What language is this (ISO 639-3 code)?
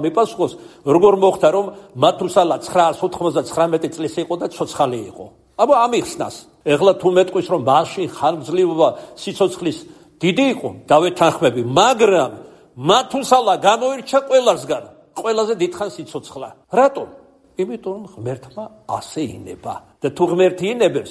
kat